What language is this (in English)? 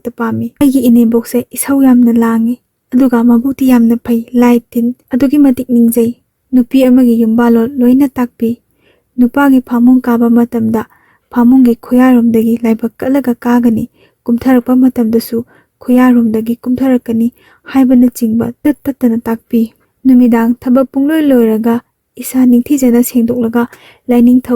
Manipuri